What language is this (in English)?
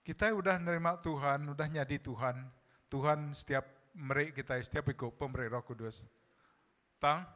Iban